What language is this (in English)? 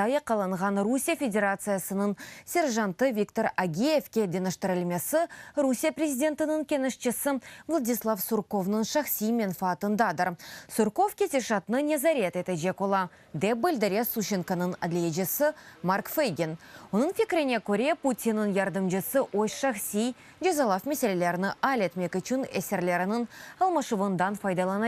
Crimean Tatar